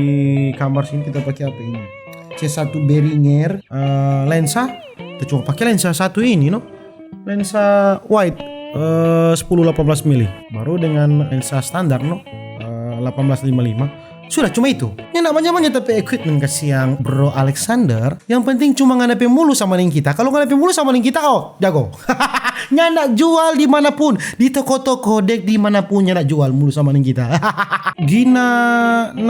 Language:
Manado Malay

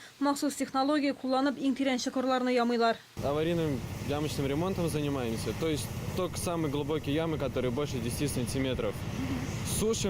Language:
Tatar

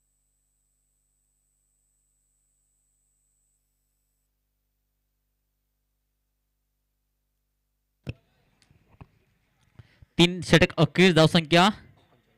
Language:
Marathi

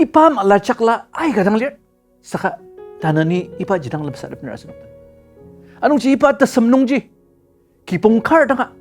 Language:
Ao Naga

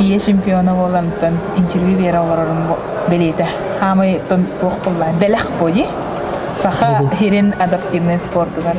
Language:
Yakut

